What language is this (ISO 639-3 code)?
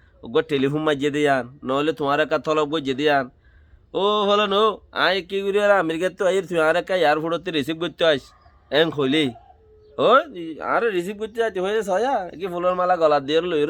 rhg